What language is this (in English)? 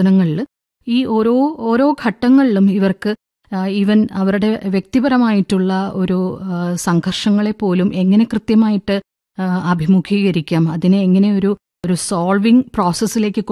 Malayalam